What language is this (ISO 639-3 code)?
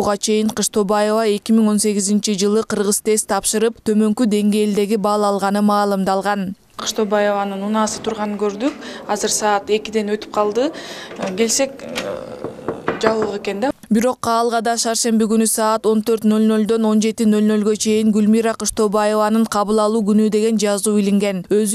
kir